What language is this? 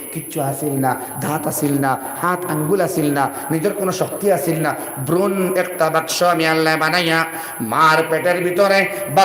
Sylheti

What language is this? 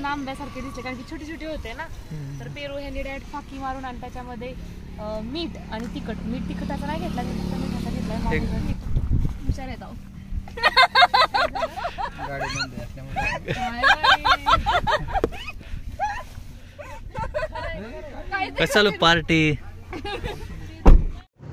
Marathi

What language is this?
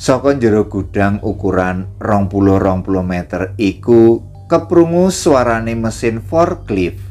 Javanese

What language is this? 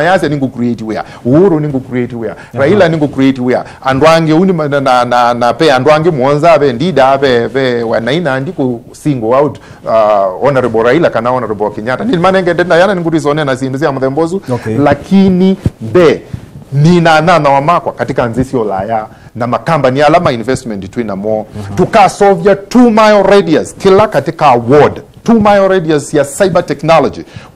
Kamba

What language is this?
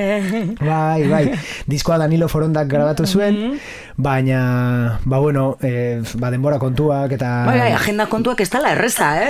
Basque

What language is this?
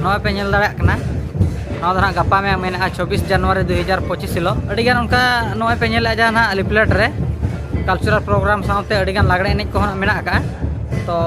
Santali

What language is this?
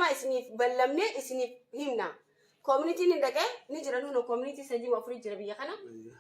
Oromo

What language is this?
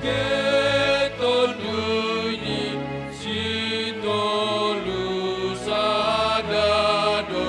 Batak Simalungun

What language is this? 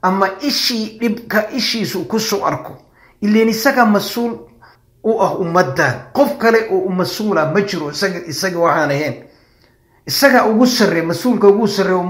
Somali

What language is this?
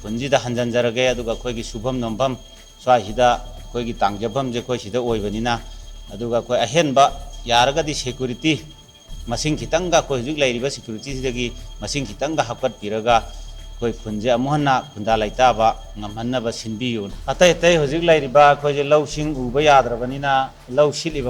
Manipuri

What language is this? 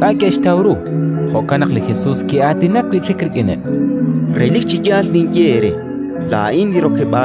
Kekchí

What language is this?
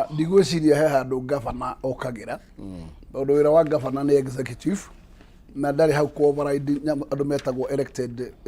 Kikuyu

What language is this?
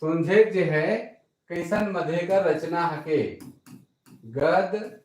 Sadri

